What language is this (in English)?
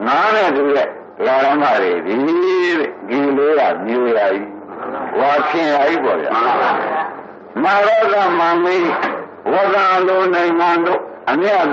Burmese